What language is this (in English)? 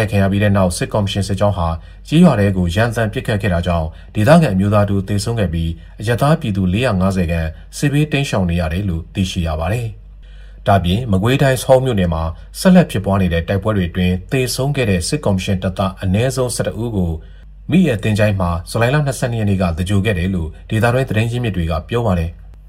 Burmese